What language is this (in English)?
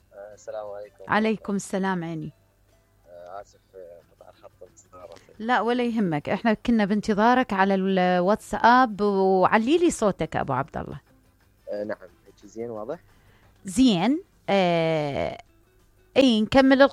Mesopotamian Arabic